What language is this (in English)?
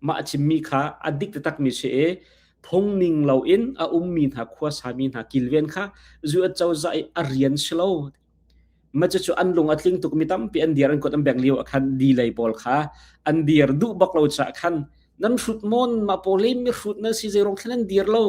Hakha Chin